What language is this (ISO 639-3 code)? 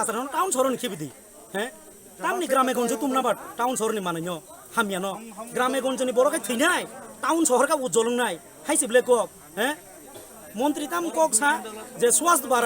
trp